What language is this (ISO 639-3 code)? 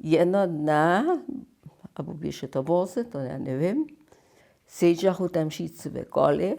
hsb